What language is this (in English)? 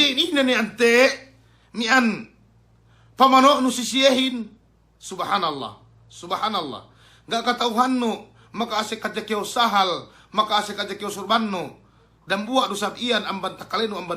Yakan